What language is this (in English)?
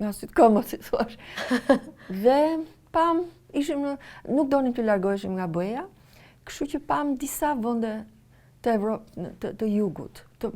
Albanian